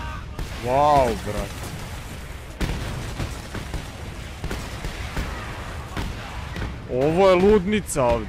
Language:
Croatian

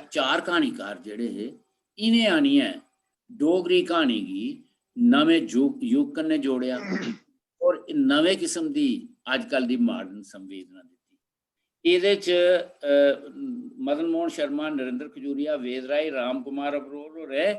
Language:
Dogri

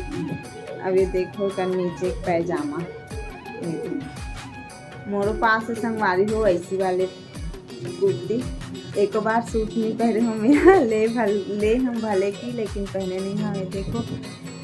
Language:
Chhattisgarhi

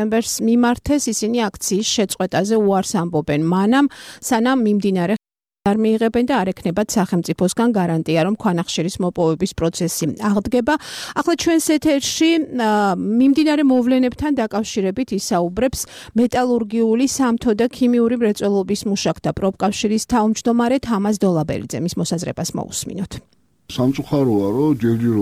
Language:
Georgian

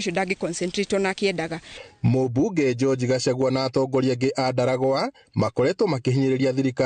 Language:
Kikuyu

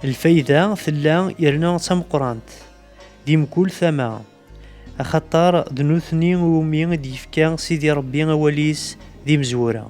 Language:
Kabyle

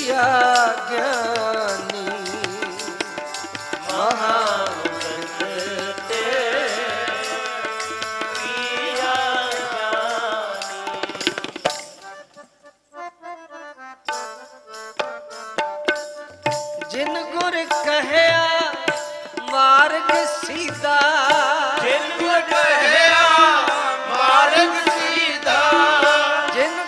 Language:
Punjabi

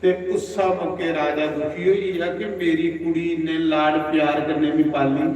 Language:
Dogri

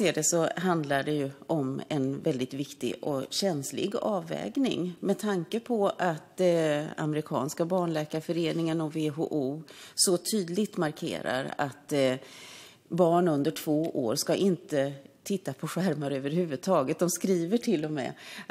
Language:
Swedish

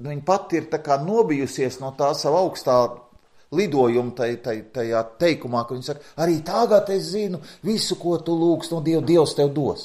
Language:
Latvian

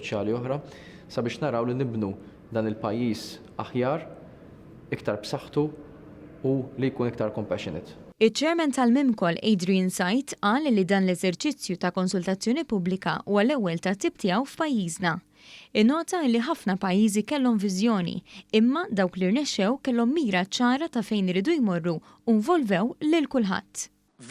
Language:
Maltese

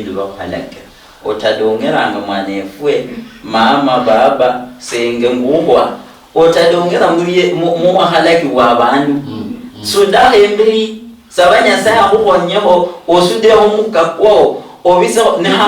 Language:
Luyia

